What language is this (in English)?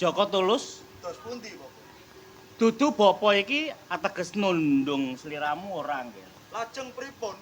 Javanese